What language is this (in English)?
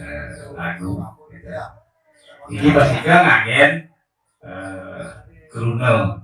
Balinese